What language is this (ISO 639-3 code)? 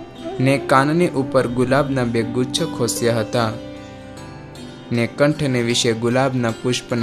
guj